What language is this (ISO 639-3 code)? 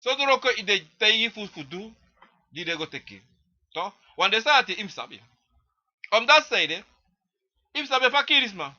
srn